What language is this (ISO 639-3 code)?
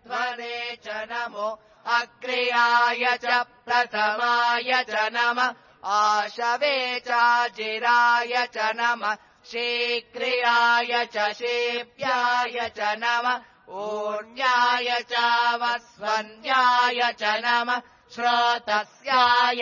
san